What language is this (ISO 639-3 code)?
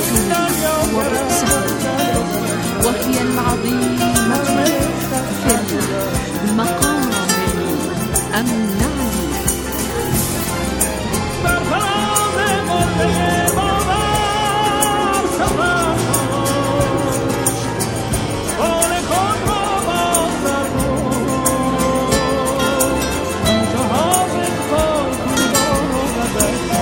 ara